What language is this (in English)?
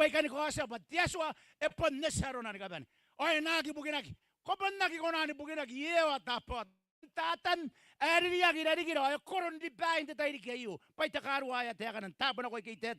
Gilbertese